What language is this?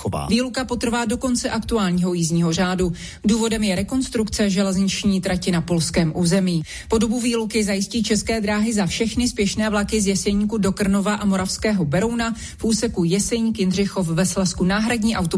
Czech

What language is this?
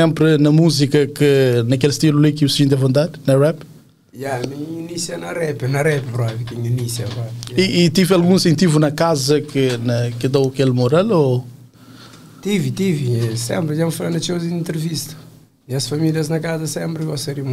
Kabuverdianu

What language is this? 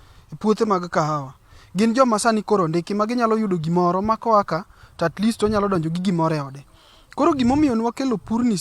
Luo (Kenya and Tanzania)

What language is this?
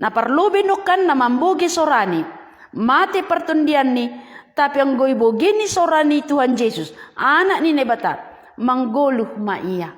Batak Simalungun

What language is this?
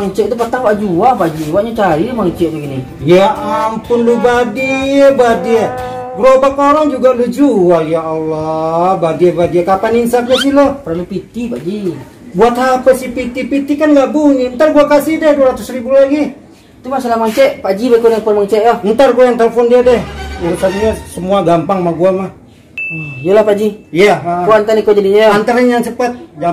Minangkabau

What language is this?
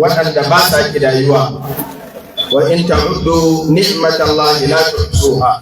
Hausa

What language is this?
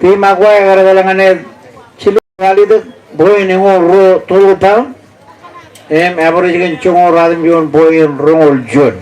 Marshallese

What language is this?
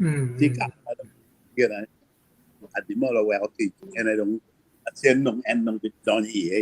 Acoli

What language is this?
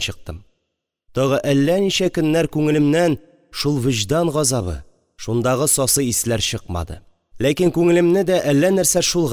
Tatar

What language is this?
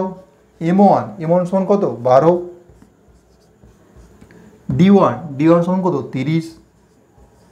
Bangla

